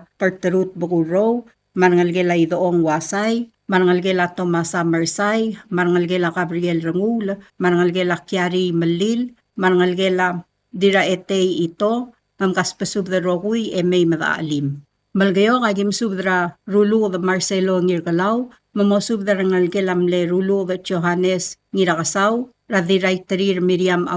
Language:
Palauan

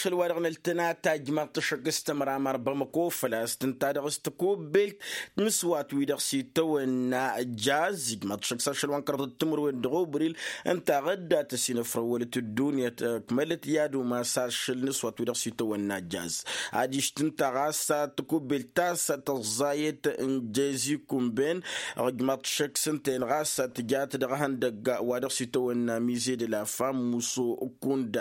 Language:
Tamasheq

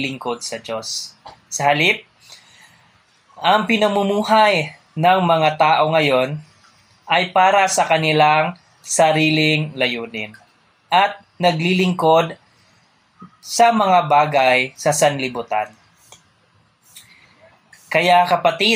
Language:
Filipino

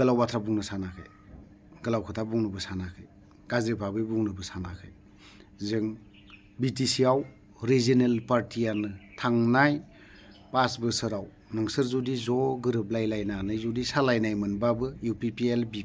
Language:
Bodo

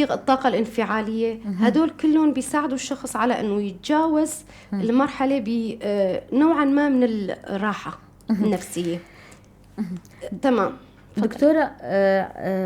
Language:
North Levantine Arabic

